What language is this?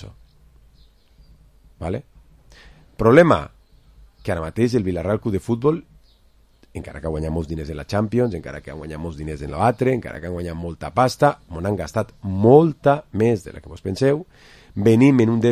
Catalan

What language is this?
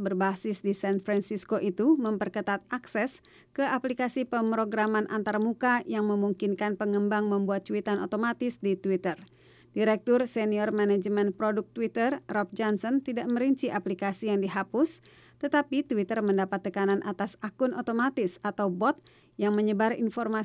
Indonesian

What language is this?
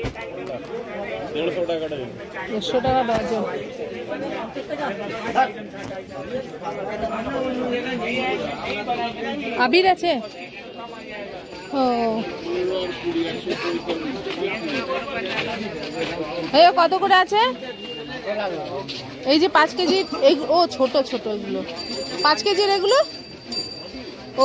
Bangla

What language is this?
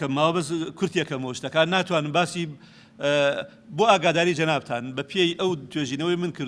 Central Kurdish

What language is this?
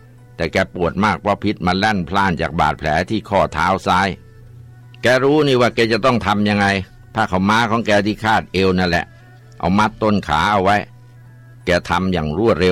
Thai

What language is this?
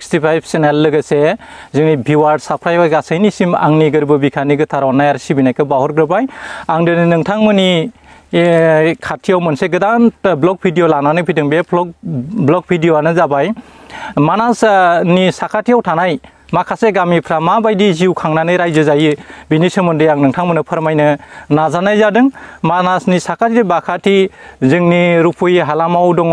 Bodo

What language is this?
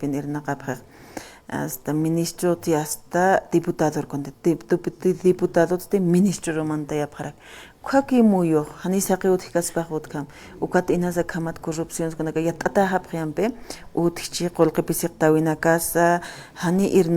Aymara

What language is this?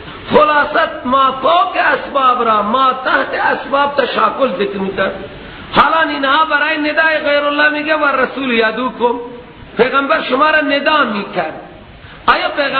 Persian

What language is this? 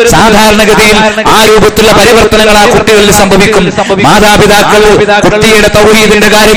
Malayalam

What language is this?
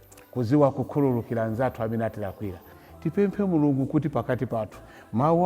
Nyanja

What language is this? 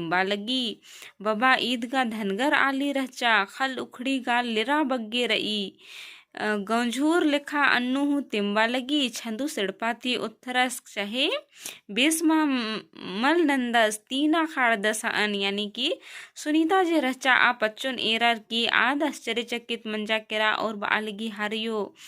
Kurukh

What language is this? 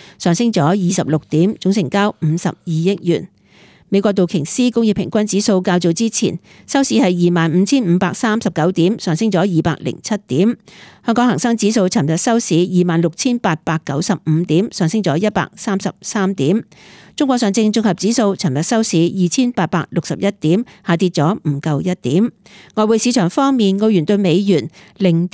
Cantonese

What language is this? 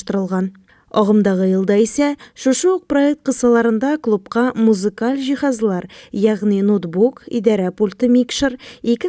Tatar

